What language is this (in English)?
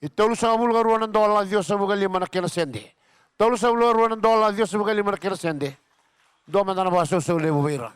Fijian